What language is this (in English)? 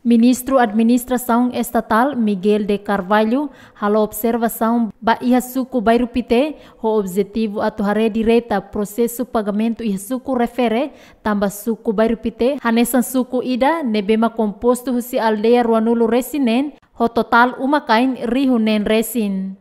Tetum